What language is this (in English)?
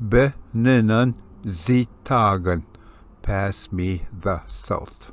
Ojibwa